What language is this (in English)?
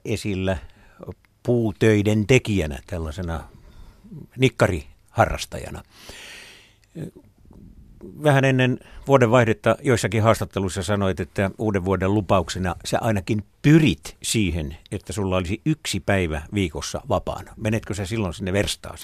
Finnish